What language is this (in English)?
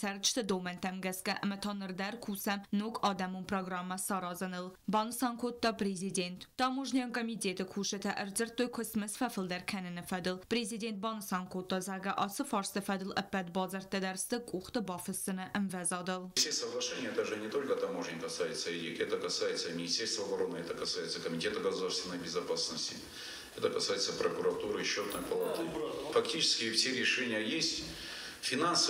Ossetic